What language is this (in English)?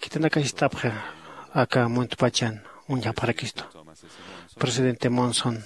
Aymara